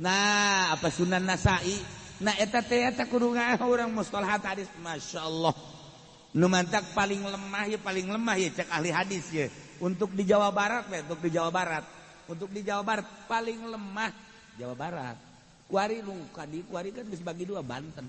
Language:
Sundanese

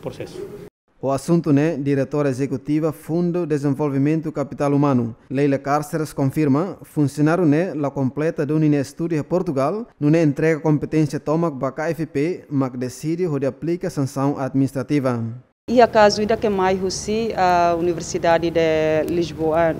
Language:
Tetum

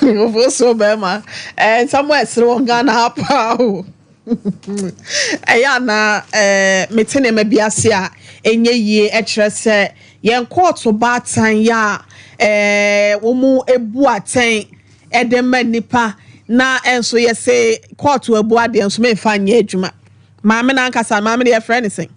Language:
Akan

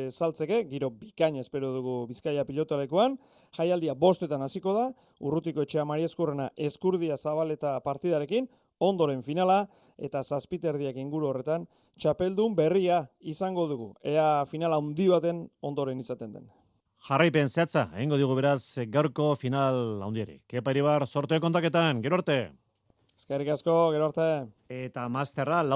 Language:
Basque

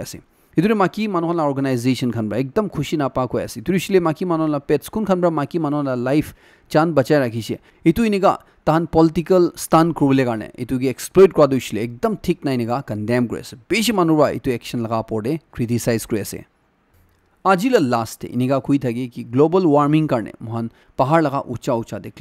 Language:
Naga Pidgin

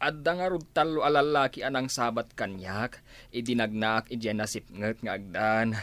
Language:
Iloko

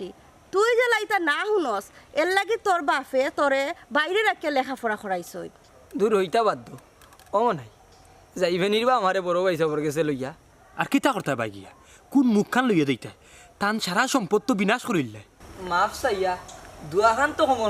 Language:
Sylheti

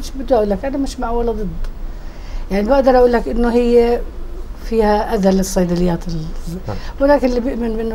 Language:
South Levantine Arabic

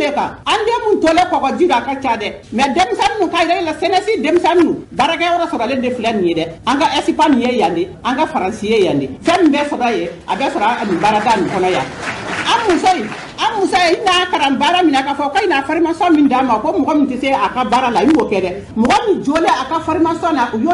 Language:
Bambara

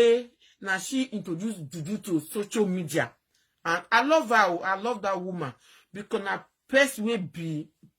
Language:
Nigerian Pidgin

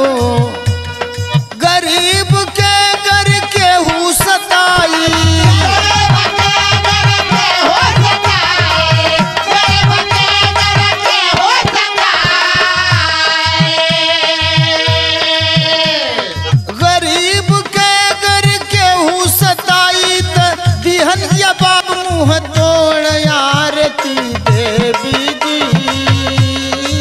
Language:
Bhojpuri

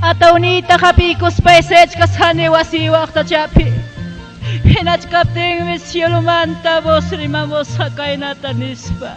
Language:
Ayacucho Quechua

